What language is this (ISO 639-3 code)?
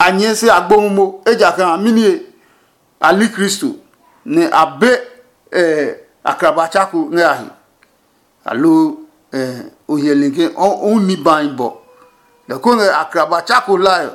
ada